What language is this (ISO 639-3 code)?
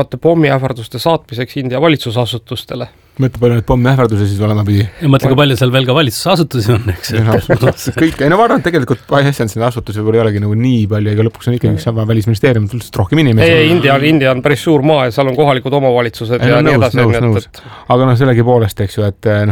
est